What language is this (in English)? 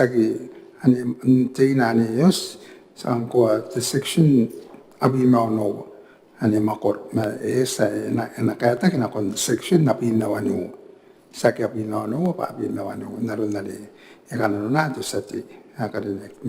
Gilbertese